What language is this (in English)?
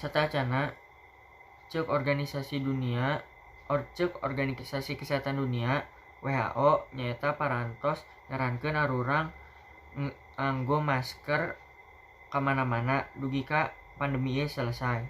Sundanese